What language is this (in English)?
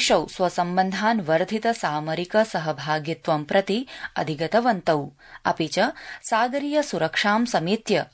Sanskrit